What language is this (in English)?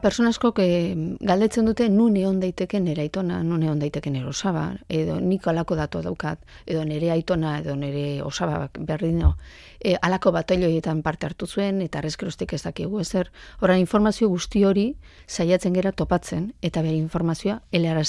Basque